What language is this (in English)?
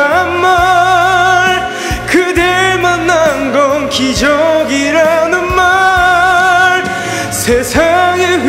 Korean